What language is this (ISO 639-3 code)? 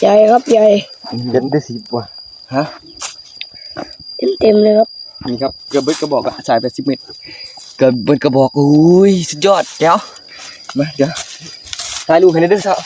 tts